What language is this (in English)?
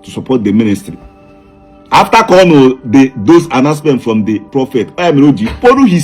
Igbo